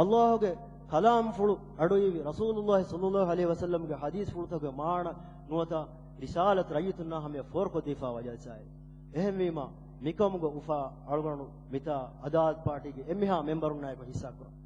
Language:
Divehi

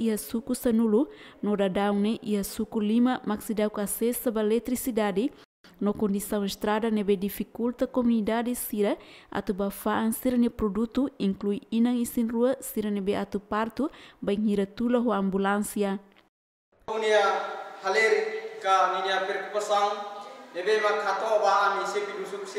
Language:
Tetum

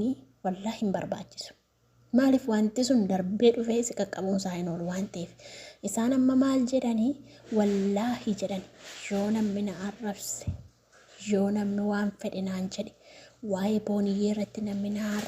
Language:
Oromo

